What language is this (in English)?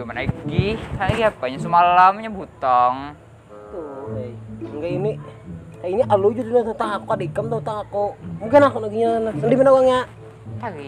Banjar